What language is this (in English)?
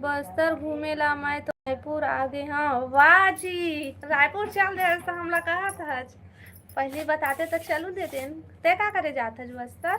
Chhattisgarhi